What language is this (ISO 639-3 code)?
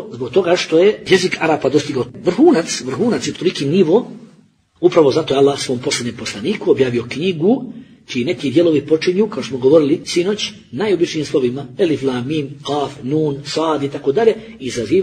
bos